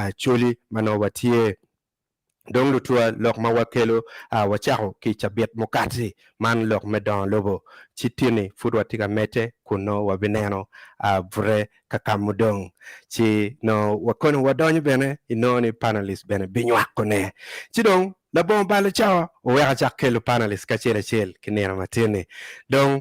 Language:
Acoli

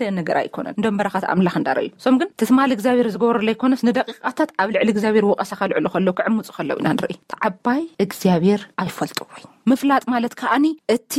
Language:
Tigrinya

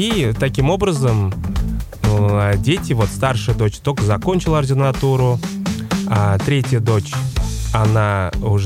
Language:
Russian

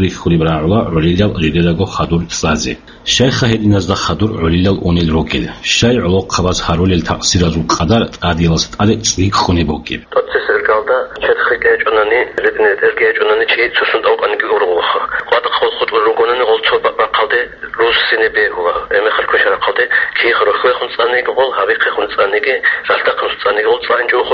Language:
Avaric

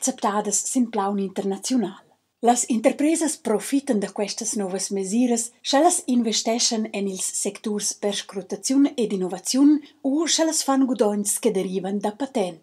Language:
Romansh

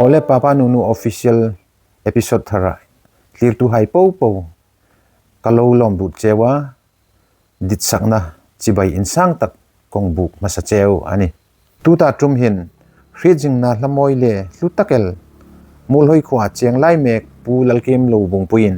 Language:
Hmar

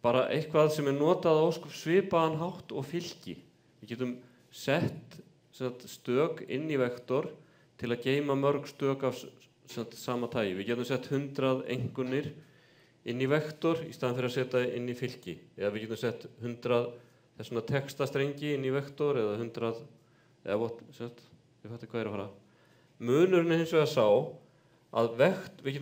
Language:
Icelandic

